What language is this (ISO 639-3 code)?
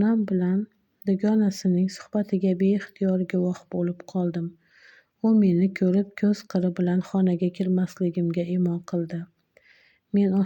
uzb